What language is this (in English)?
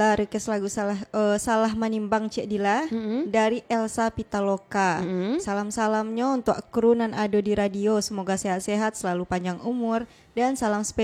Minangkabau